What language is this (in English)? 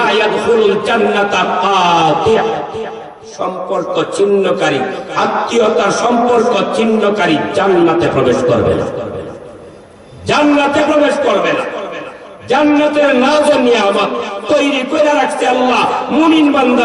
Bangla